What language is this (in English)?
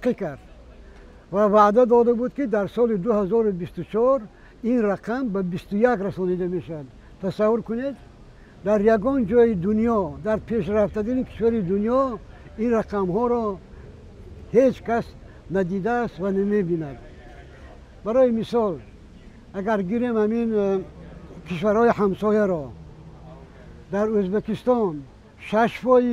Persian